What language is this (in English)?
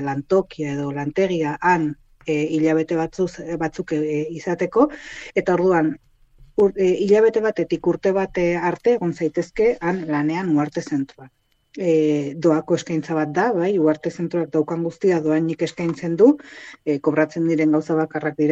Basque